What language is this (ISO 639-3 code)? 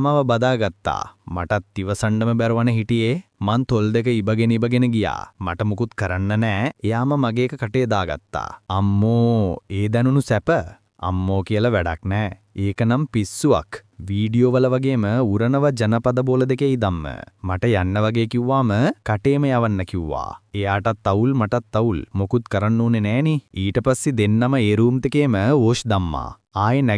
sin